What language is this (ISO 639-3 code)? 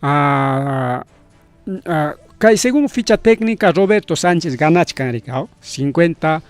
quy